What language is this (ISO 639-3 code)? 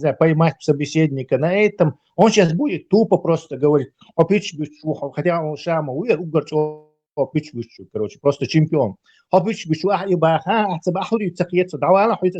che